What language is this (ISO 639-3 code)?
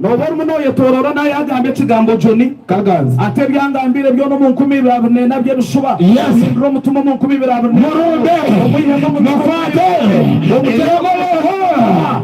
nyn